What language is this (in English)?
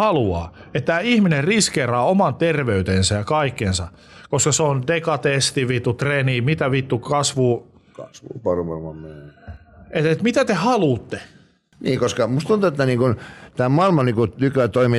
Finnish